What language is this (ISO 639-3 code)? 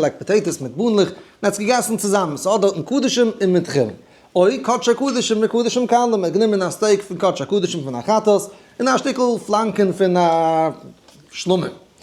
yid